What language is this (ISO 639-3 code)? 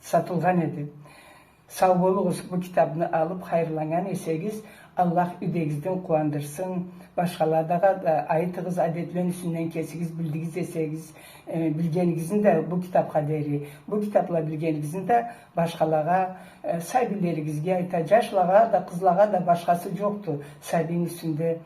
krc